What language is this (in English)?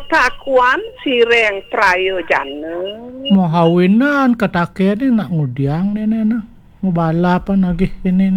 Balinese